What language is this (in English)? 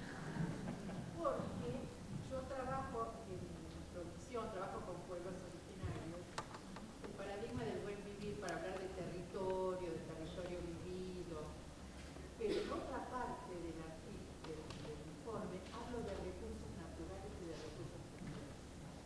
Spanish